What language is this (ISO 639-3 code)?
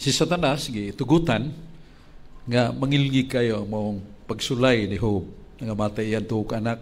ceb